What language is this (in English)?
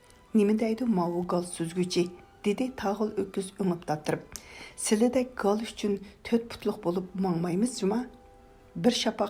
Uyghur